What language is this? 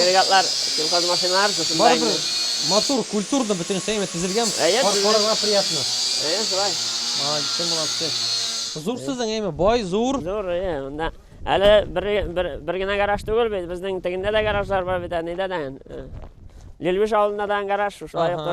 Tatar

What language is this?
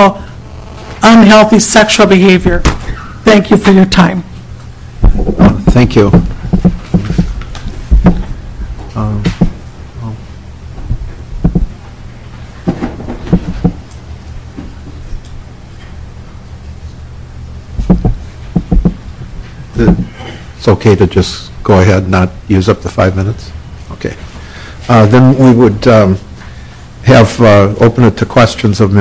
English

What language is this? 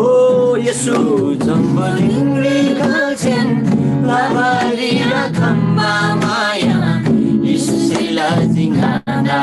Eastern Tamang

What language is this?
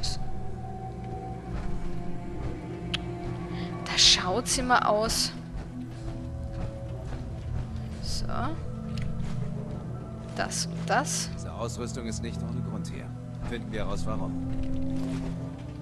German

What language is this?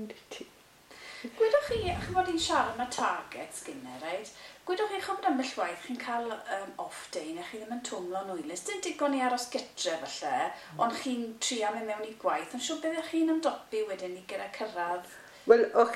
Welsh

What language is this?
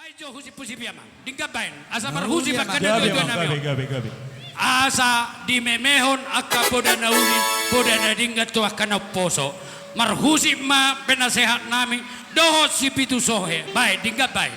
Batak Toba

